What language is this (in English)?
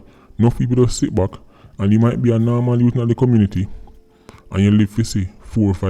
Jamaican Creole English